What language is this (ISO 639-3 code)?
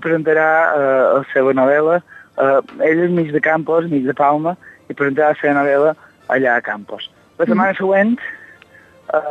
cat